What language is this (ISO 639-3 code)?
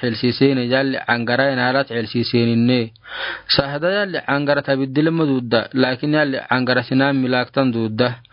aar